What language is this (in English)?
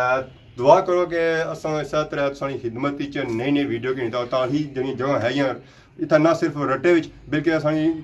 Pahari-Potwari